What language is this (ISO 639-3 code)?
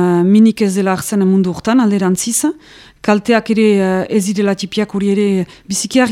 eus